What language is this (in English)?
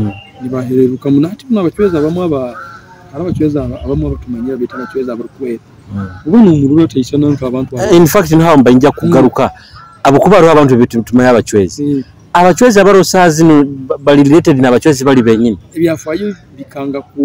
Nyoro